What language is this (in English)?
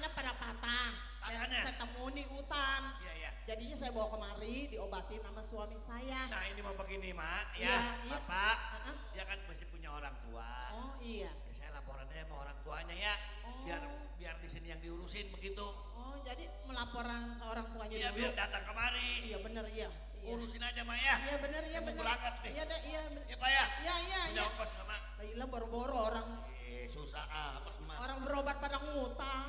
Betawi